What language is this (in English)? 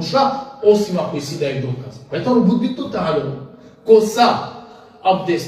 Balkan Romani